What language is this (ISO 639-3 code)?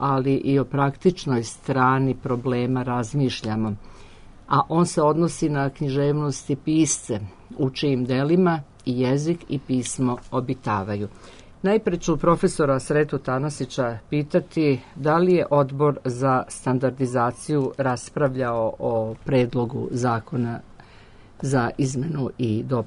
srp